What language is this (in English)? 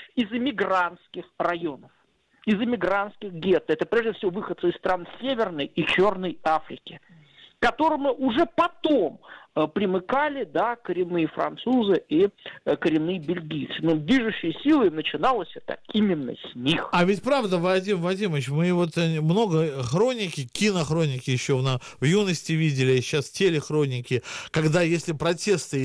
Russian